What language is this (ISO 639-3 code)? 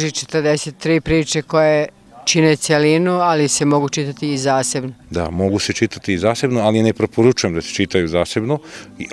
srp